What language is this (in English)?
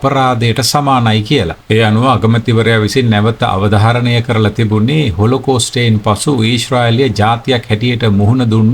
Sinhala